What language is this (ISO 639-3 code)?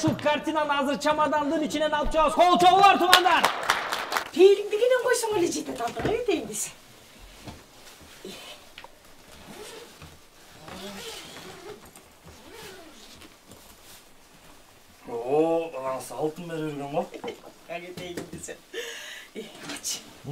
kir